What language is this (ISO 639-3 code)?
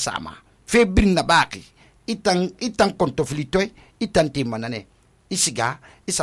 sus